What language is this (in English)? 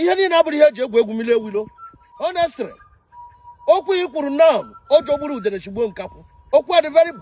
Igbo